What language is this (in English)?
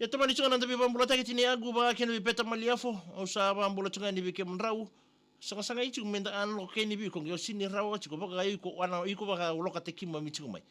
Fijian